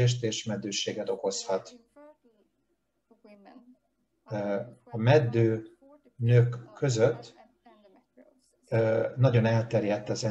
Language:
Hungarian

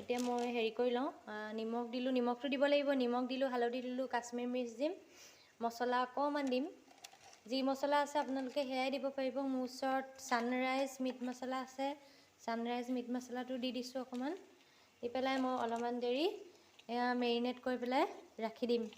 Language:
Assamese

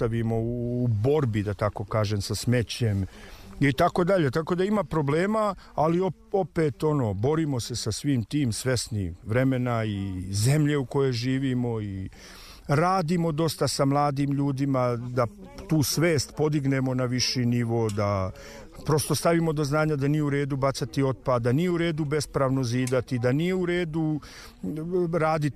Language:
Serbian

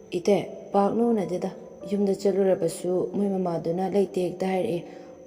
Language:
Manipuri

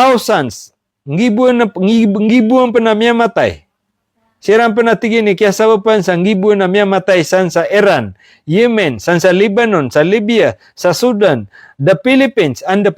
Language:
Maranao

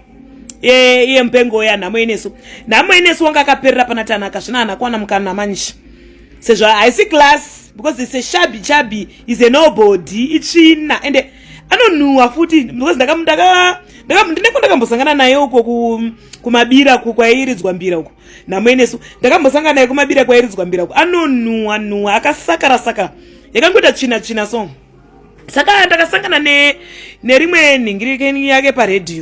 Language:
Shona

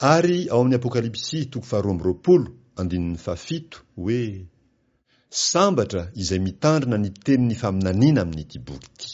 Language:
Malagasy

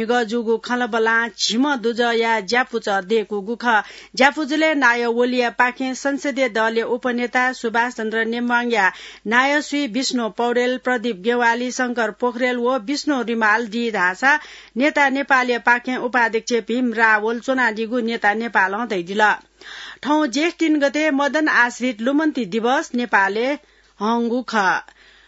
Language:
Newari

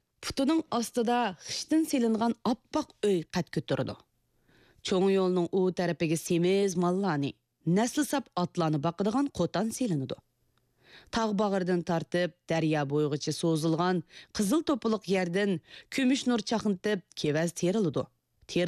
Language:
Uyghur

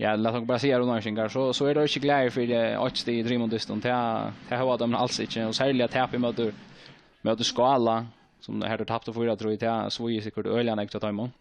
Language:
Faroese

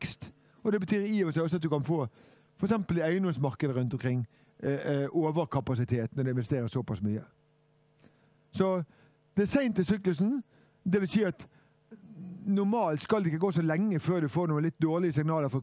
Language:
Norwegian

